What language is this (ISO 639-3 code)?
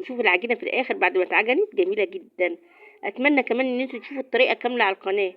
arz